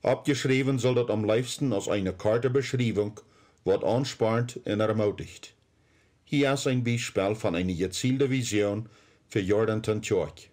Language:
Plautdietsch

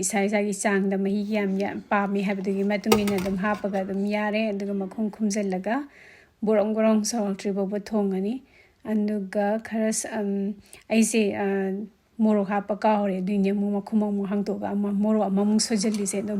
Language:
Manipuri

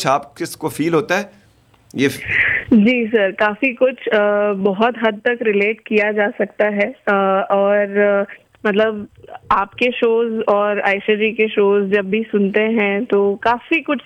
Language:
Urdu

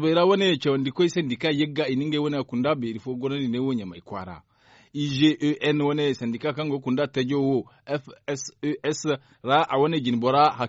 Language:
Zarma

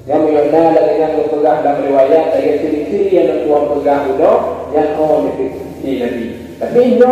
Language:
Achinese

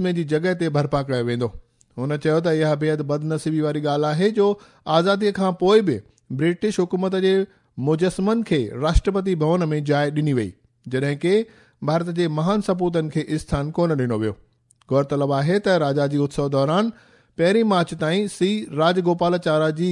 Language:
Sindhi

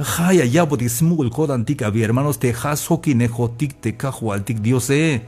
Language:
Tzeltal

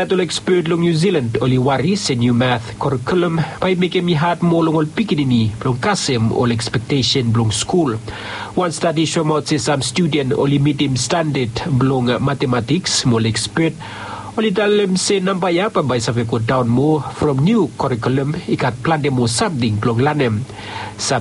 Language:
Bislama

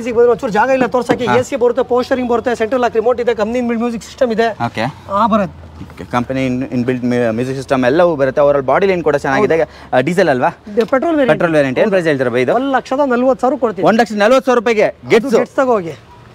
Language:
Kannada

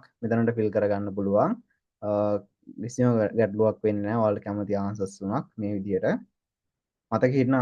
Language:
Sinhala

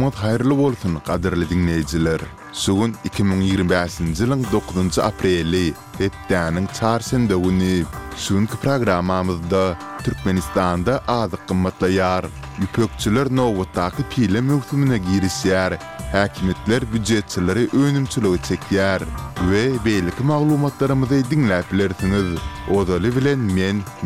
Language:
Turkmen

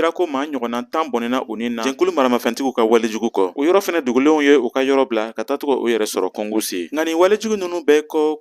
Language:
Bambara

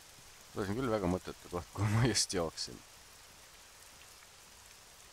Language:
Estonian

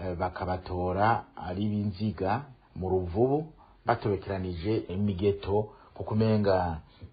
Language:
Rundi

